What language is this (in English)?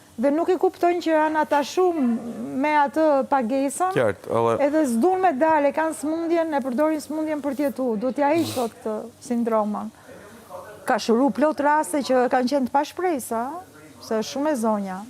Albanian